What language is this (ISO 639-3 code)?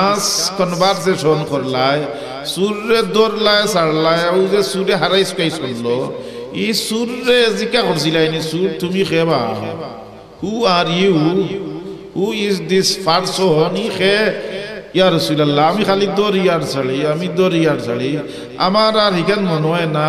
syl